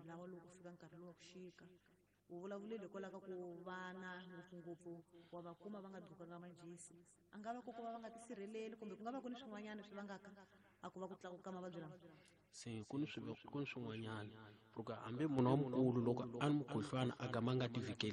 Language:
Tsonga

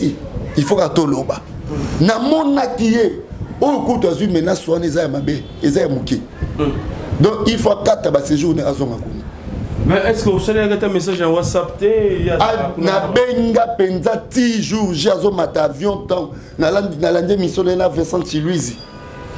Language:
Lingala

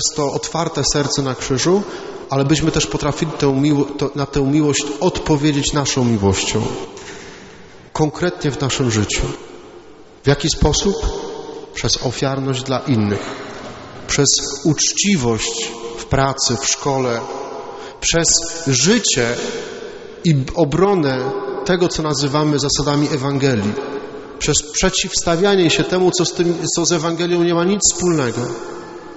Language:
Polish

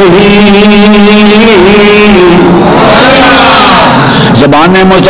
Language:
Urdu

